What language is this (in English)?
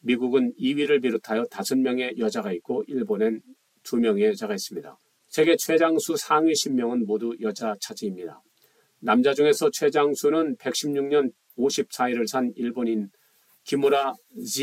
Korean